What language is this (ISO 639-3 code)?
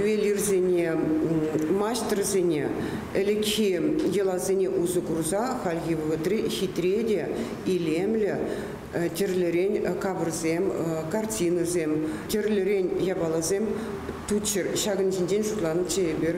chv